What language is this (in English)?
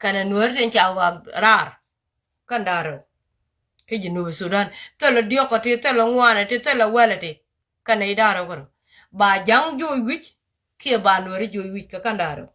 Nuer